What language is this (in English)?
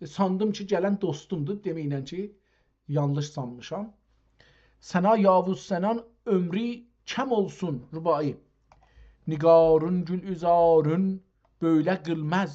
South Azerbaijani